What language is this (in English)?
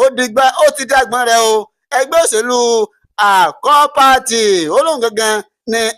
Yoruba